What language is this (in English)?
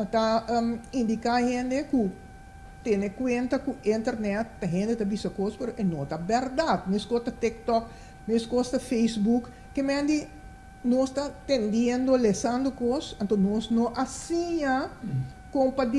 Papiamento